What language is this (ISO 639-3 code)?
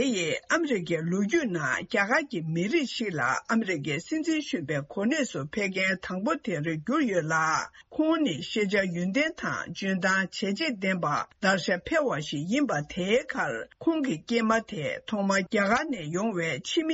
bod